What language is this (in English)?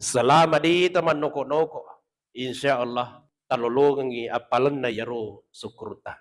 Buginese